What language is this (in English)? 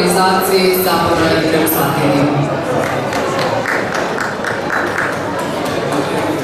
Serbian